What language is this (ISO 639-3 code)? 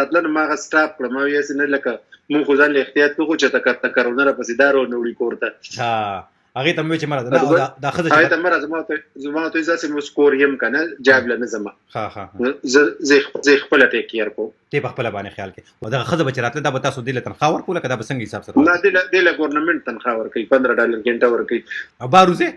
pus